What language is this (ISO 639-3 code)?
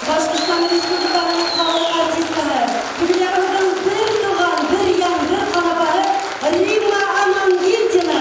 bak